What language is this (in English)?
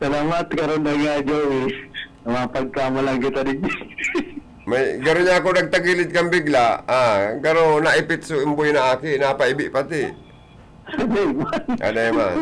Bikol